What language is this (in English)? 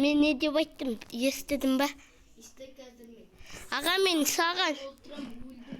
Kazakh